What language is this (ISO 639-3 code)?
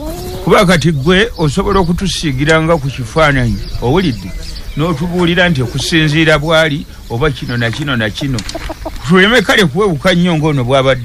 lug